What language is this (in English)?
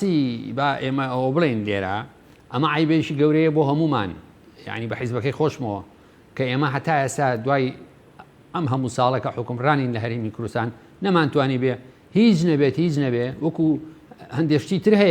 Central Kurdish